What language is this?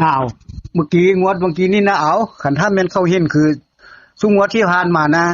Northeastern Thai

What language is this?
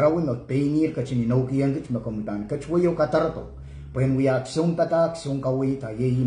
Pohnpeian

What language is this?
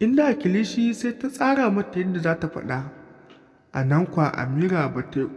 Hausa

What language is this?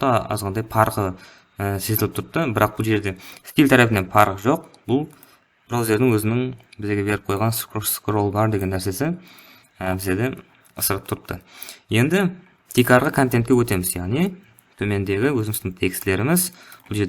Kara-Kalpak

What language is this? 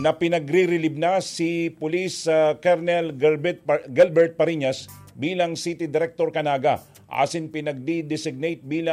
Bikol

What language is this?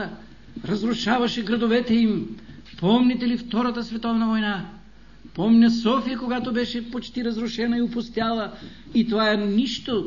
Bulgarian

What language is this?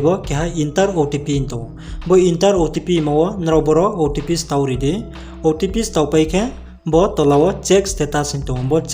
Riang (India)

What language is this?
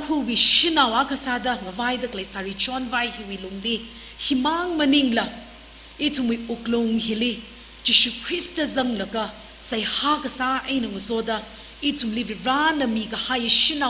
Tangkhul Naga (India)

